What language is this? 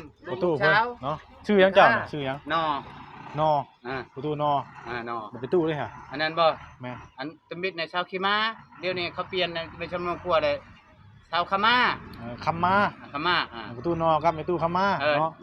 Northeastern Thai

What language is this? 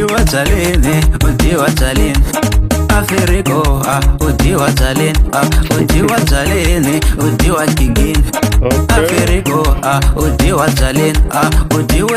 Tsonga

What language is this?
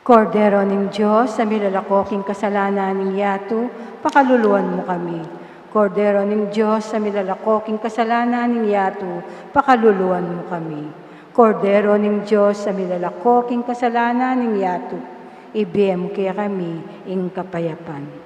Pampanga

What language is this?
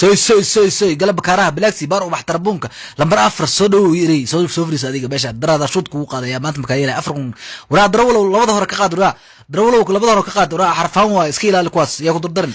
Somali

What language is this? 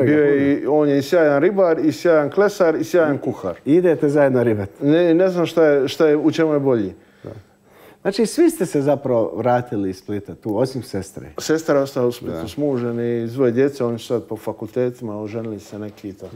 Croatian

